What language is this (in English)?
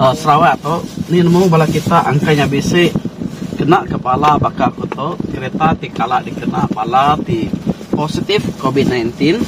Iban